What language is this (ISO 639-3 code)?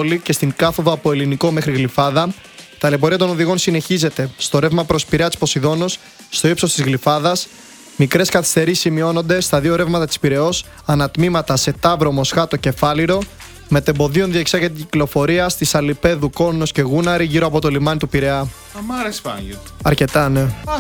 ell